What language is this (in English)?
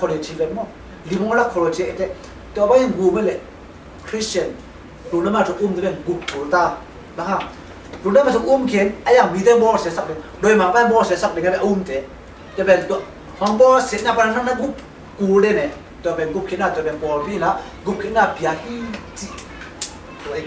Tedim Chin